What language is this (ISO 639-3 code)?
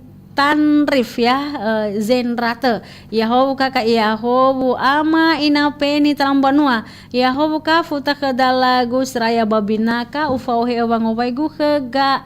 nia